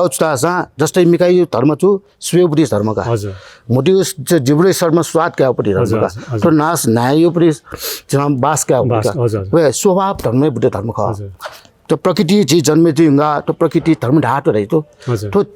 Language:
Newari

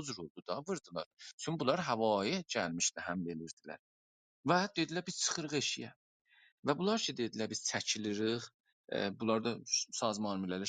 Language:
South Azerbaijani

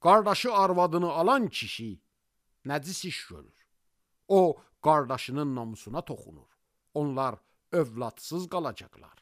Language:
Azerbaijani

